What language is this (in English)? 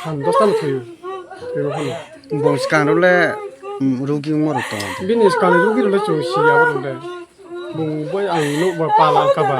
Riang (India)